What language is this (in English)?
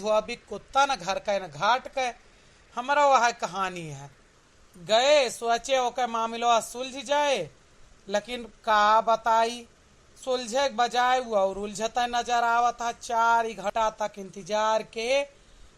Awadhi